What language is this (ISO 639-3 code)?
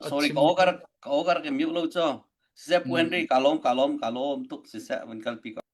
cnh